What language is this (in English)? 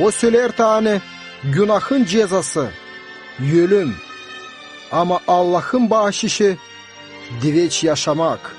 Gagauz